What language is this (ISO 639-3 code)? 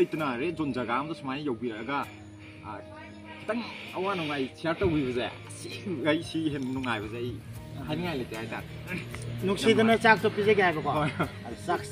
mni